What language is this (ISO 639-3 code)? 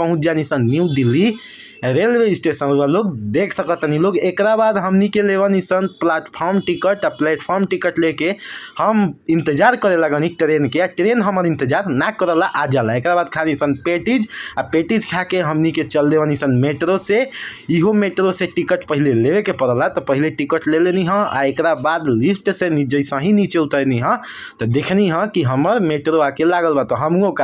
bho